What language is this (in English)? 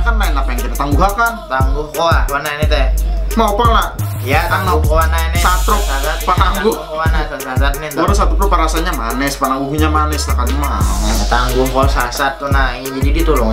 Banjar